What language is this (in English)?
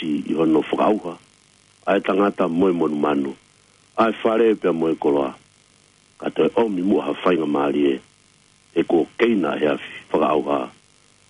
Tongan